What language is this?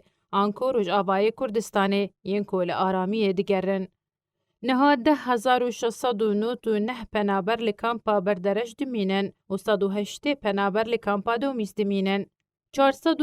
Kurdish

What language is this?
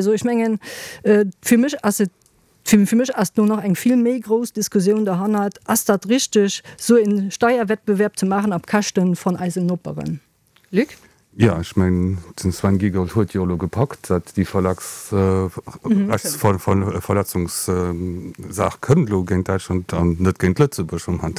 Luxembourgish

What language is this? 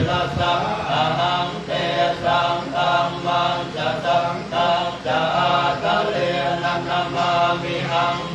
Pali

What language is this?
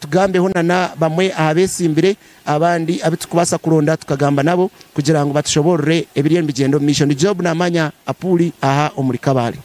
Nyankole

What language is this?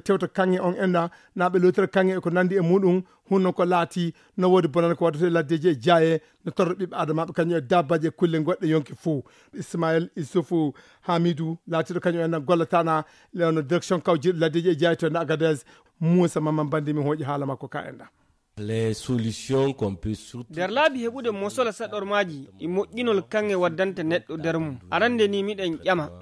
Fula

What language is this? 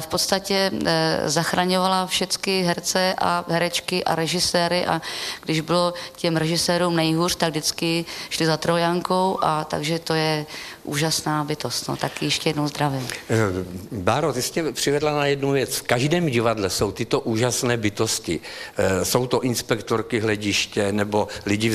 Czech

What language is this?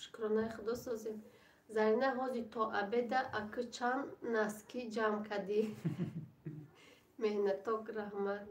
Tajik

